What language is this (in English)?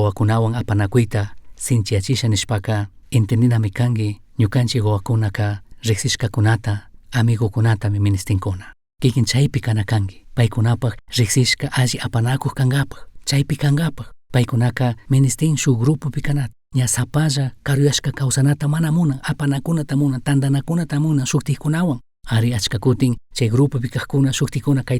Chimborazo Highland Quichua